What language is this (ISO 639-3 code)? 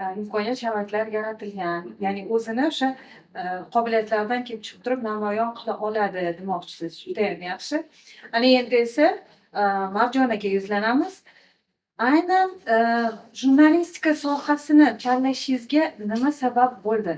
uzb